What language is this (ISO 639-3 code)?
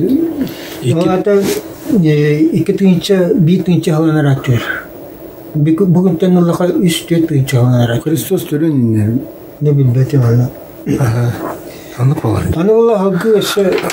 sah